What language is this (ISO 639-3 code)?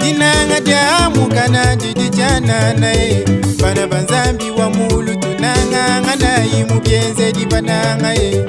lua